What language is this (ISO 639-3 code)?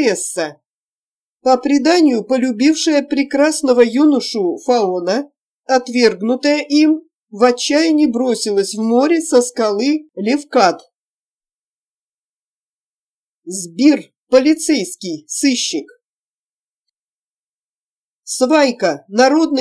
rus